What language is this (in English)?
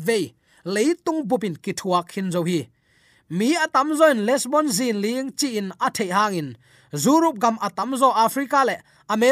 Tedim Chin